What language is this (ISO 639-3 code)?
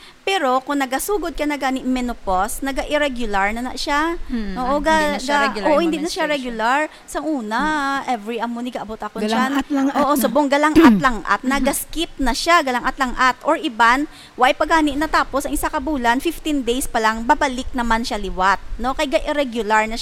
hil